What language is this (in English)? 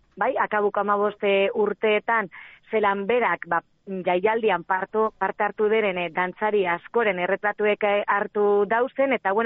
Basque